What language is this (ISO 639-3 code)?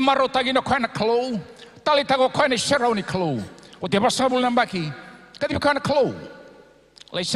fij